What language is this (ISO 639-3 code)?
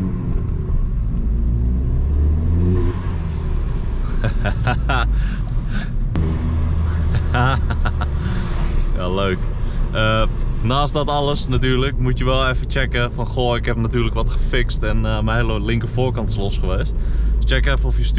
nld